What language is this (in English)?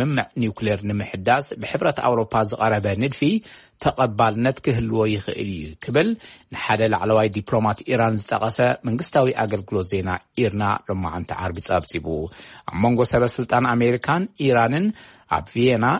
Tigrinya